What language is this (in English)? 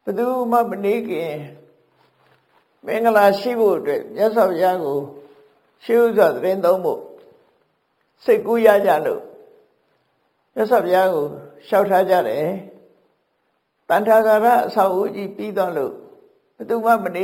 Burmese